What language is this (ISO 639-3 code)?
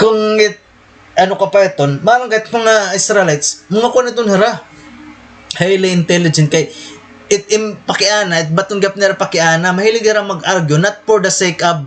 war